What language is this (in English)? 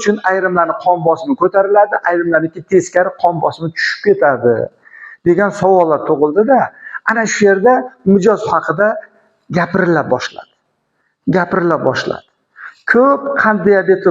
Uzbek